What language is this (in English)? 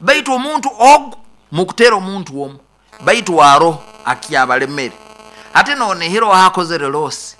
Nyoro